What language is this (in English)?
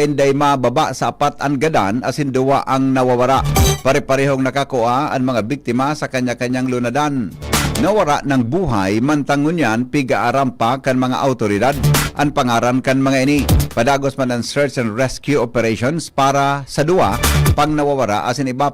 Bikol